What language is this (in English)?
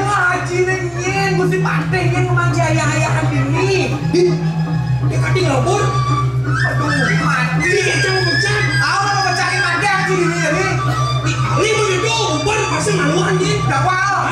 Balinese